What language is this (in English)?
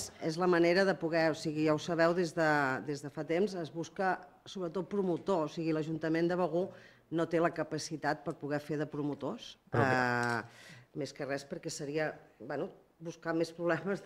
Catalan